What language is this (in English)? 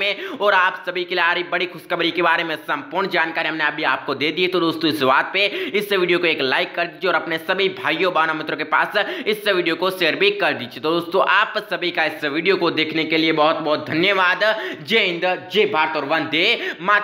Hindi